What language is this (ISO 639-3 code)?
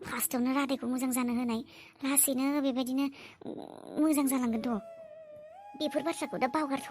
brx